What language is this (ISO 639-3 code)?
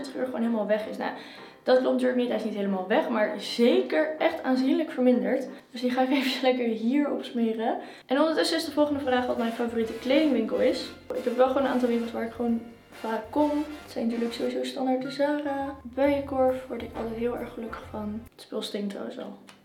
nld